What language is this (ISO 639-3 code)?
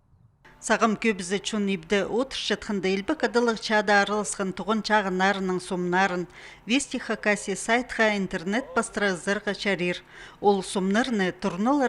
kjh